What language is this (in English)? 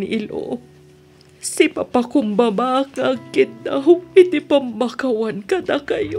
Iloko